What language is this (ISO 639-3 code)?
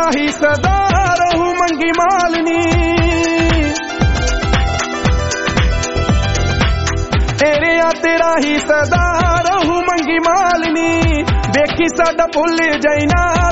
pan